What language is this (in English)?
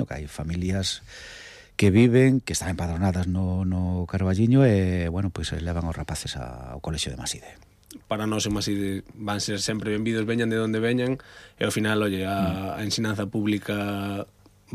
Galician